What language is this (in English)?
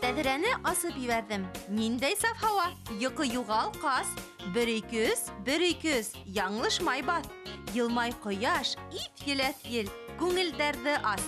Bashkir